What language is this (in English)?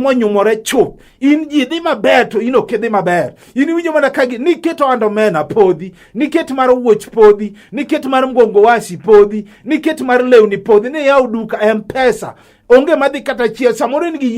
Luo (Kenya and Tanzania)